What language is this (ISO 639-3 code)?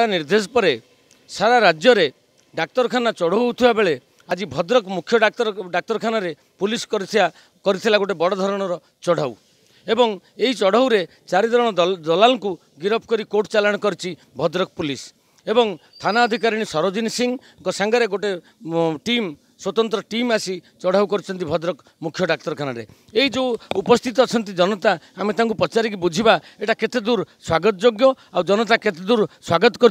ori